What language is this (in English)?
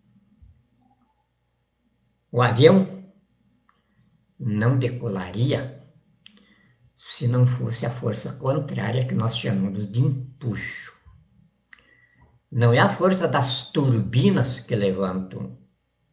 Portuguese